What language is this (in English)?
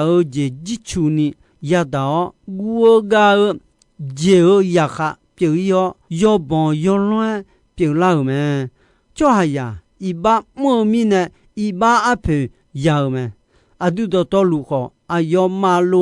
Akha